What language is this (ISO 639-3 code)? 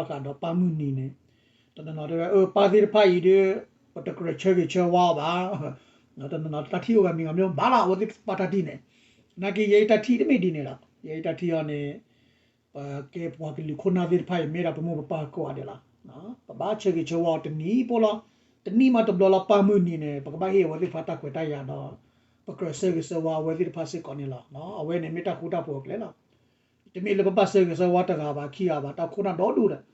ksw